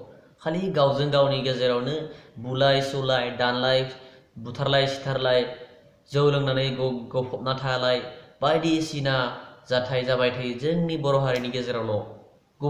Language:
Bodo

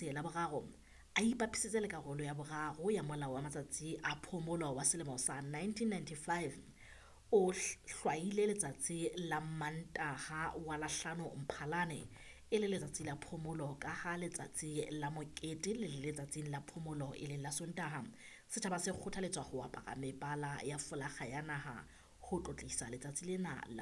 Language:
Southern Sotho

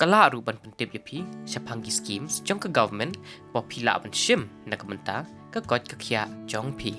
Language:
Khasi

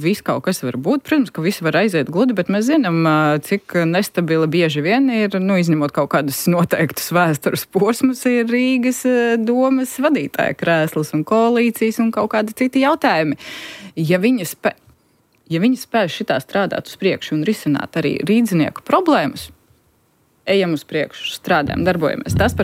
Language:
Latvian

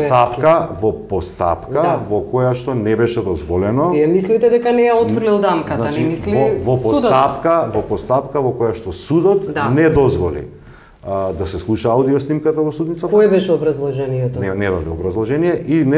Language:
Macedonian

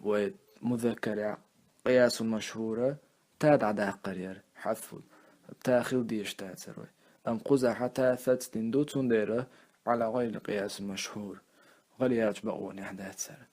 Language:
Chechen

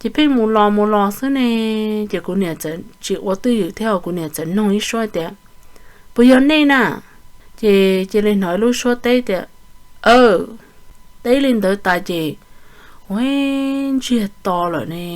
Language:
Hmong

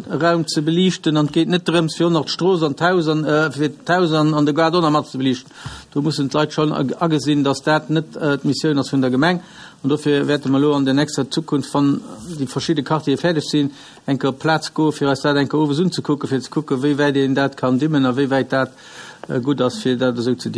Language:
Luxembourgish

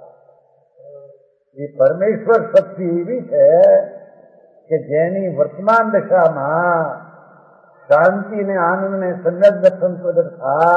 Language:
Gujarati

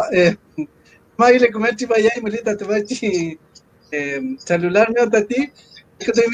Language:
Mapuche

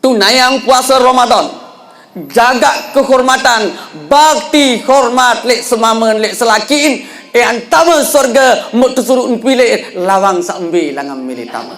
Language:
Sasak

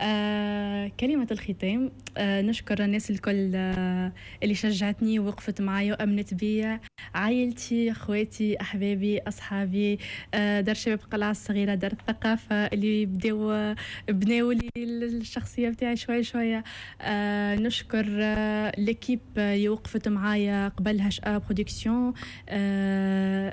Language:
Tunisian Arabic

